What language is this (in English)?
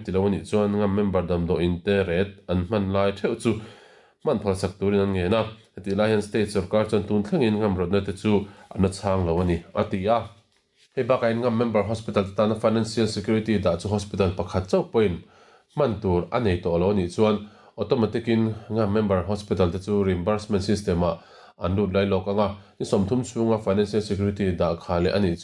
Mizo